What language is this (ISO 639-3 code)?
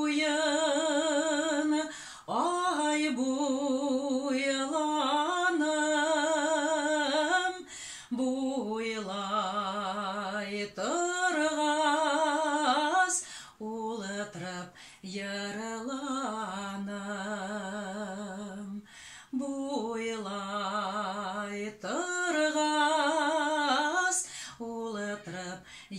bak